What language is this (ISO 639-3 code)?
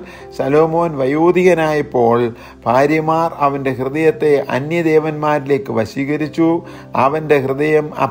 mal